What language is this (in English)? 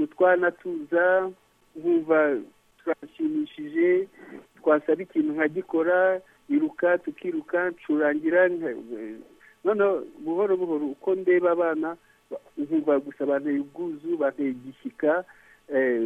Kinyarwanda